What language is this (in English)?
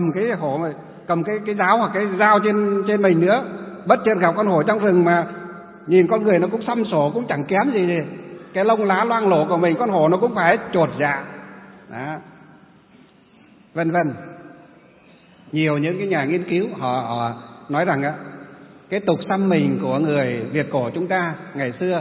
Vietnamese